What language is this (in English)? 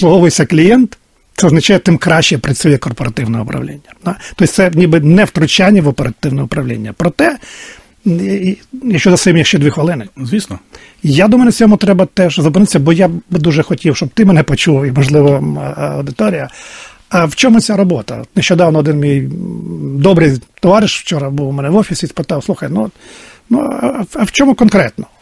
Ukrainian